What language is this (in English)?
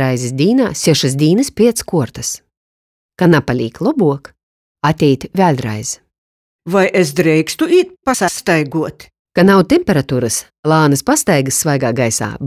Latgalian